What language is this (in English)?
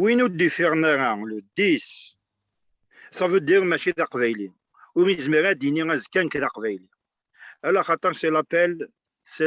Kabyle